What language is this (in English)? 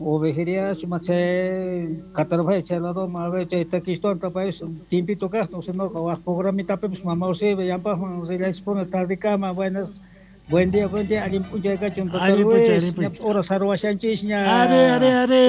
South Bolivian Quechua